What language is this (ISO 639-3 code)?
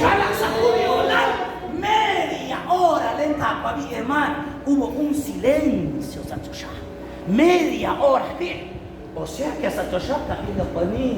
kek